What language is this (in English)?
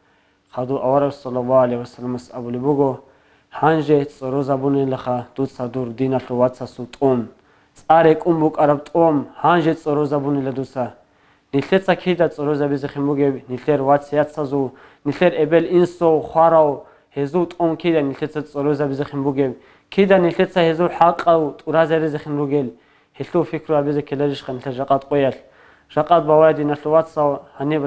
Avaric